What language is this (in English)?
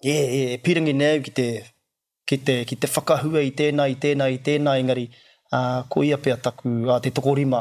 Māori